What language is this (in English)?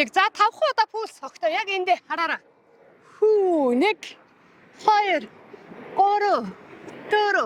Mongolian